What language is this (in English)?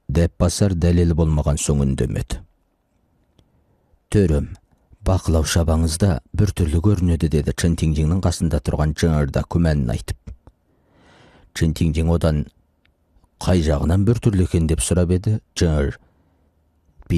Kazakh